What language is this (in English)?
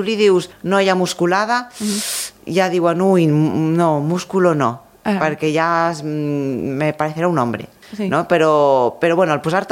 Catalan